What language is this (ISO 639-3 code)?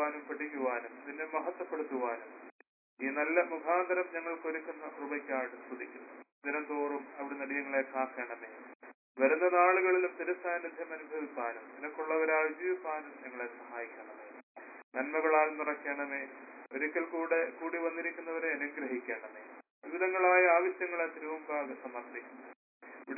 mal